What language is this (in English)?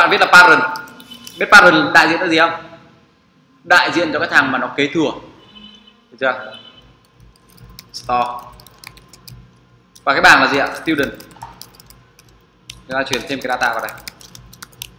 Vietnamese